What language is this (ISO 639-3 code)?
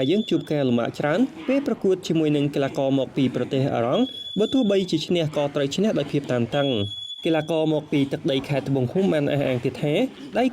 khm